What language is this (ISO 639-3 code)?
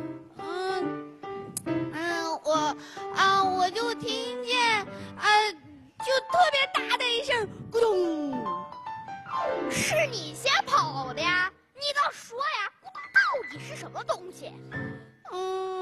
zho